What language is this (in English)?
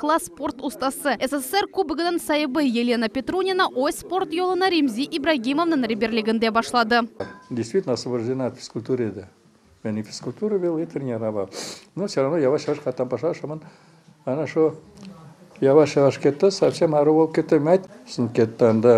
Crimean Tatar